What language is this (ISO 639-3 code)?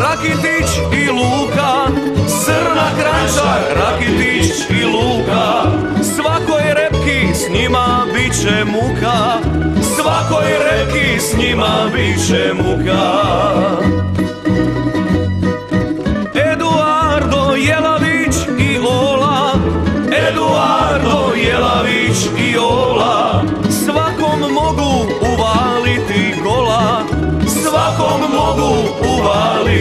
hrv